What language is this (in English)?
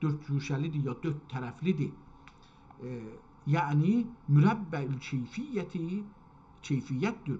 South Azerbaijani